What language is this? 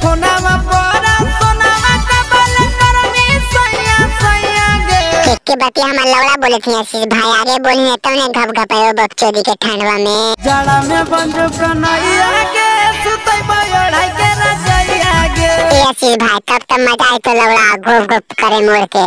Magahi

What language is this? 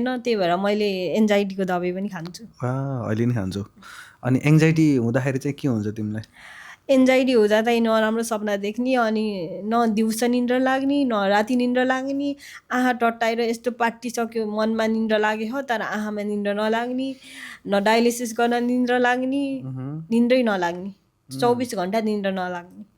Nepali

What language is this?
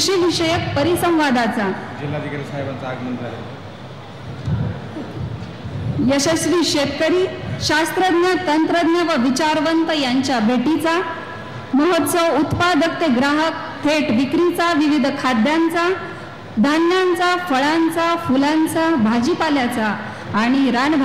Marathi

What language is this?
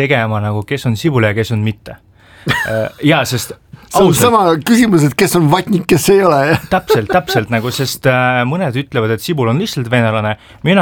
Estonian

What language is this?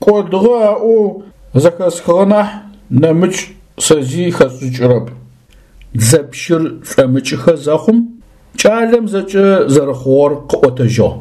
Adyghe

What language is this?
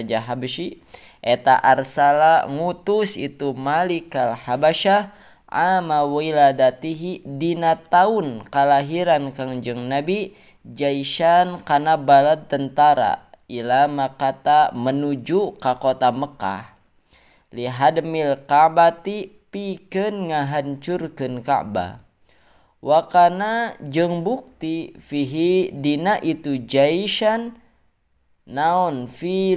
Sundanese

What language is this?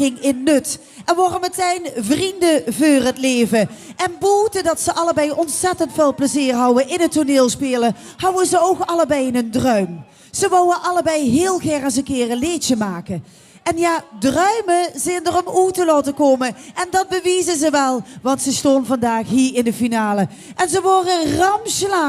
Limburgish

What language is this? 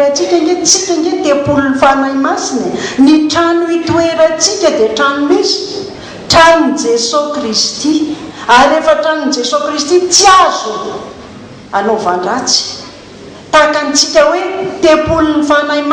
Malagasy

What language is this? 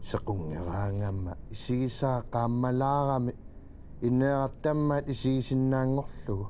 Kalaallisut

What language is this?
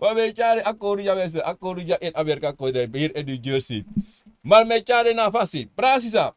Sranan Tongo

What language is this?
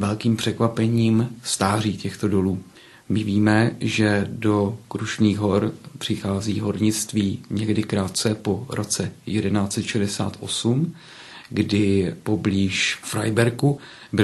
Czech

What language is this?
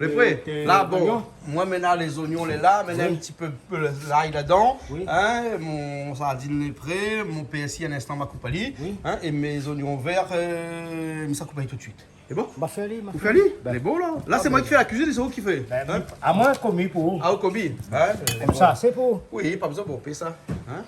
Réunion Creole French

